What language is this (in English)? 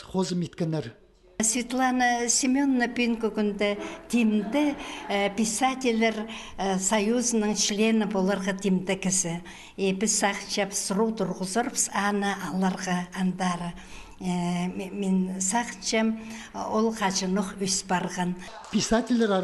Khakas